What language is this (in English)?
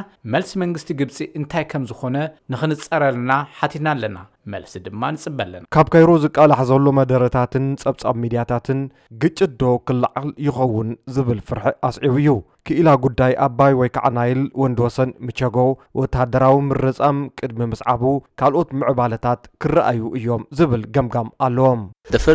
Tigrinya